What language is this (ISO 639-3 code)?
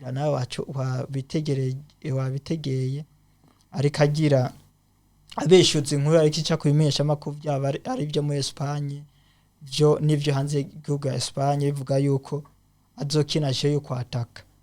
run